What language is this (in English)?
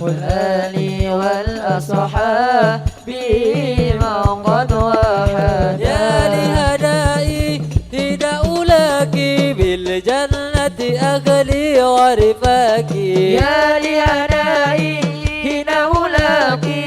Madurese